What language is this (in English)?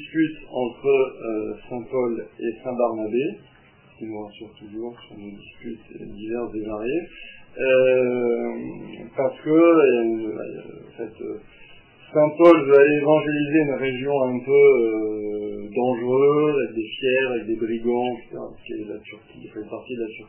French